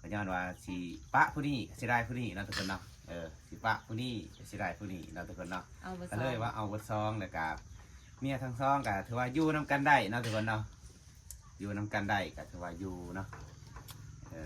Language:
Lao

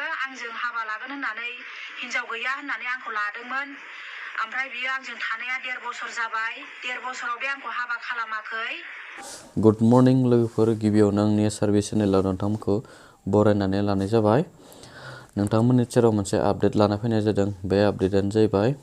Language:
Bodo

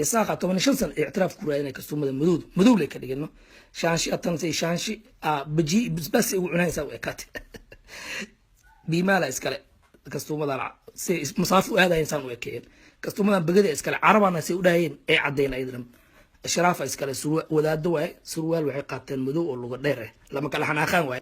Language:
Somali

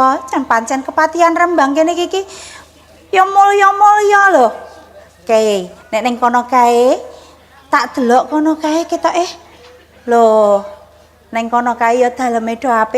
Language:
Javanese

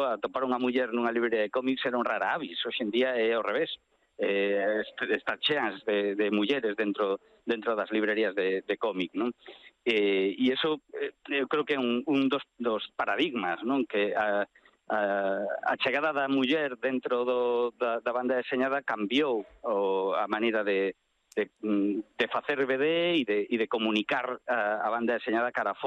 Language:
Galician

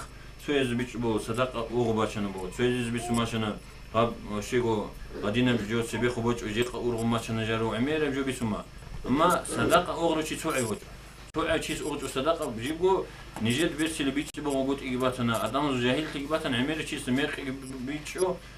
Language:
Avaric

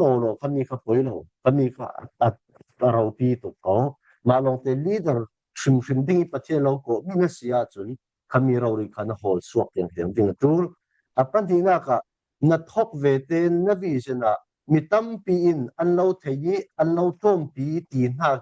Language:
Falam Chin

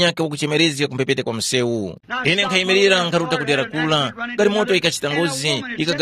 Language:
Tumbuka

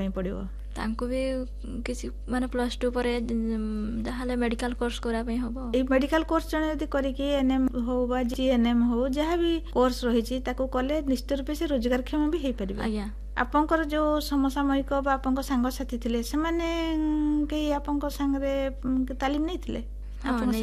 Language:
Odia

